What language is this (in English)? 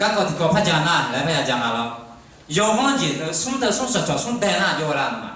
Akha